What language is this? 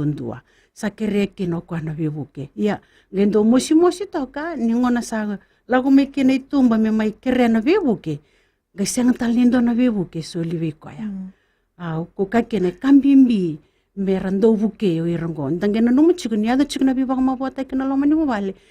Fijian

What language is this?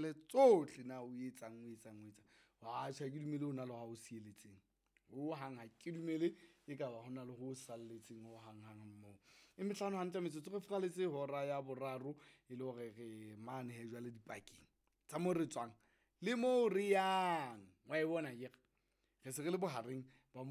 Southern Sotho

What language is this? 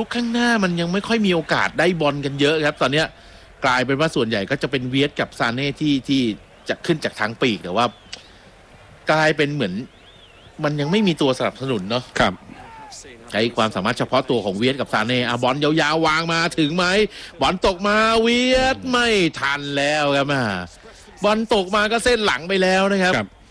Thai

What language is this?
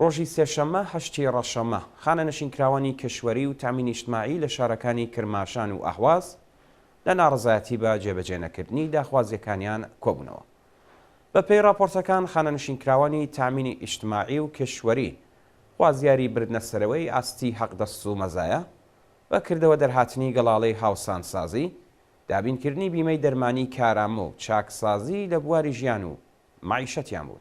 Central Kurdish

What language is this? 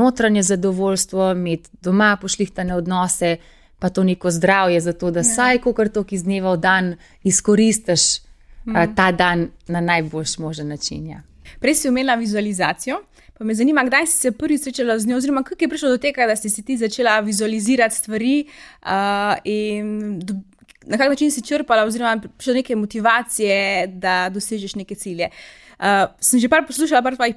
Slovenian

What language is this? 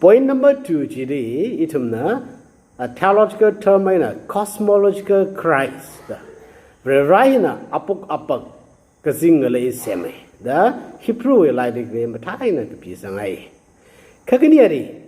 Tangkhul Naga (India)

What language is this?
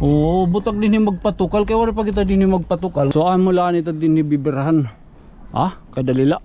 Waray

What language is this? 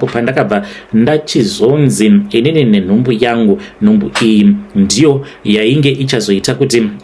Shona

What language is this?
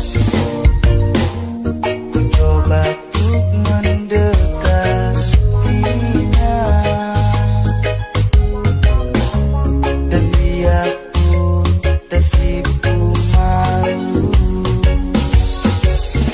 Indonesian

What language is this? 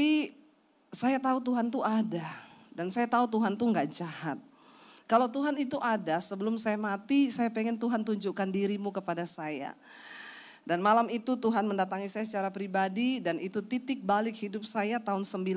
Indonesian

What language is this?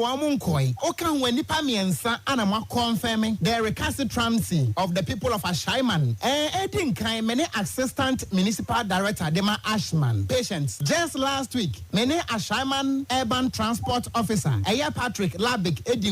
Akan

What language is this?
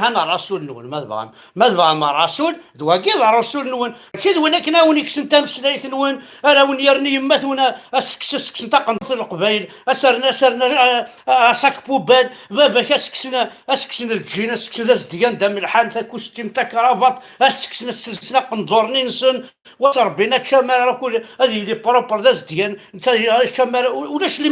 Kabyle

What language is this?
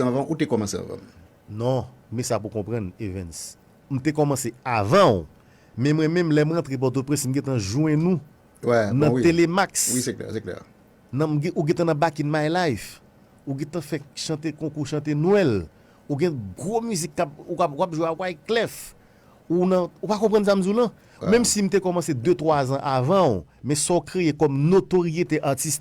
Haitian Creole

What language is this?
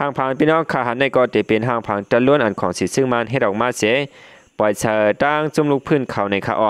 Shan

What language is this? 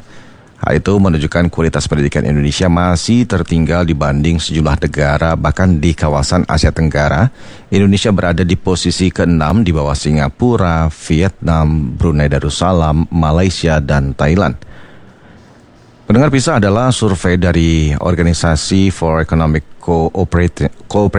Indonesian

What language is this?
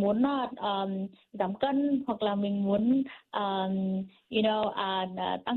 Vietnamese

